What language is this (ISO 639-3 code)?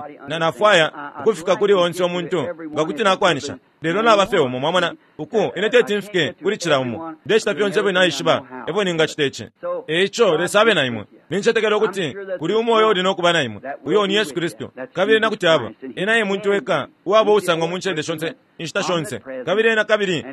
bem